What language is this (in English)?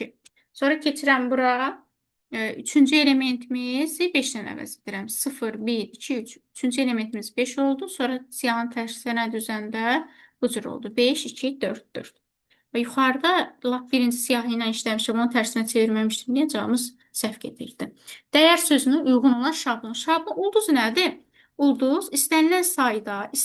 Azerbaijani